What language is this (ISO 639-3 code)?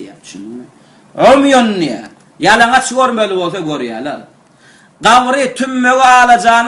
tuk